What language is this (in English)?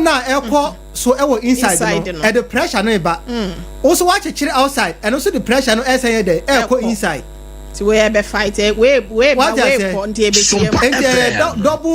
Akan